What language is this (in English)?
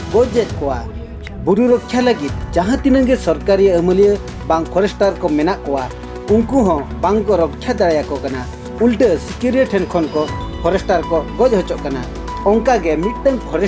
Santali